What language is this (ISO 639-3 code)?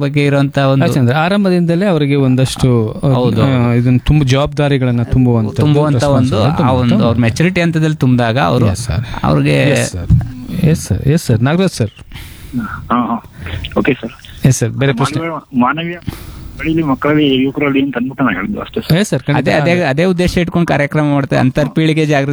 kan